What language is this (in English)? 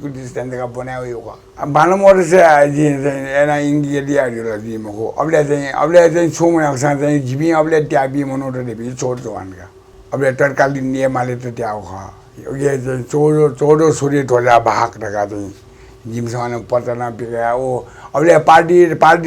Newari